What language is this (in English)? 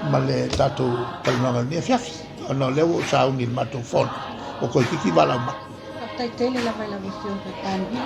Samoan